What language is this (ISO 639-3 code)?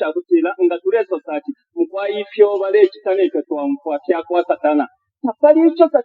bem